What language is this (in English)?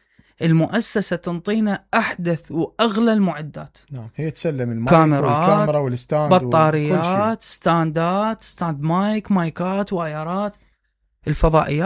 Mesopotamian Arabic